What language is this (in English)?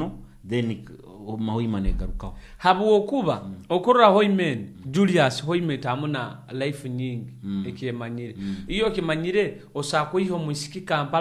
Nyoro